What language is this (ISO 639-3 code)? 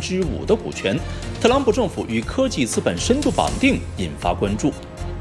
zho